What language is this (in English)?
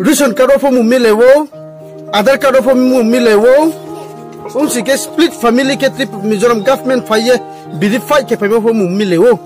Riang (India)